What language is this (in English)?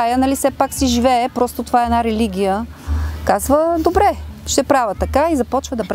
Bulgarian